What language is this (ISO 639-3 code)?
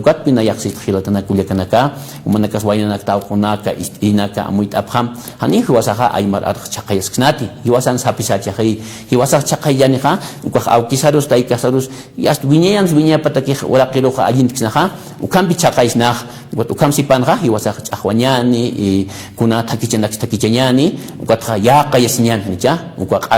aym